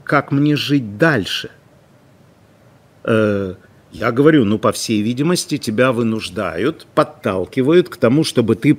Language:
Russian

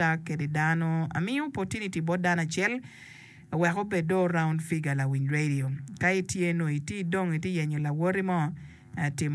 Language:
Acoli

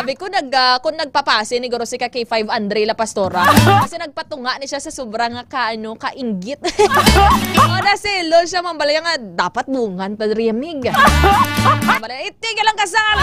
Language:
Hiligaynon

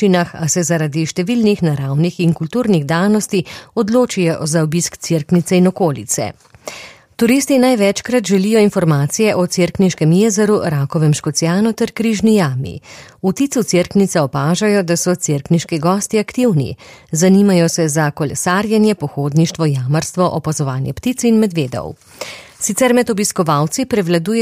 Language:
Slovenian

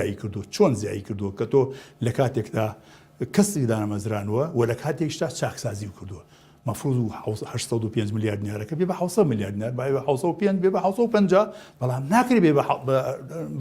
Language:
Central Kurdish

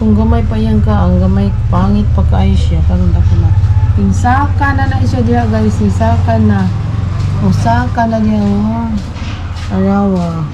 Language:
Cebuano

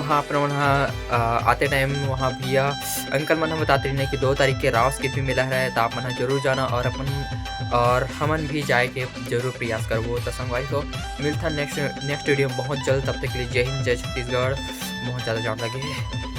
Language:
Chhattisgarhi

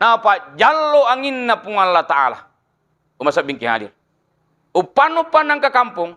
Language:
Buginese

